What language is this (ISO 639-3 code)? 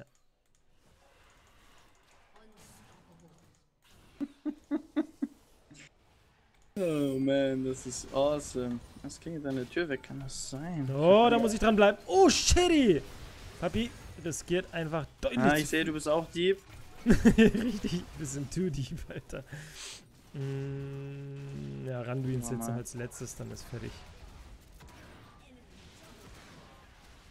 deu